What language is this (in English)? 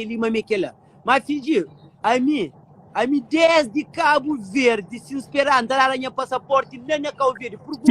Kabuverdianu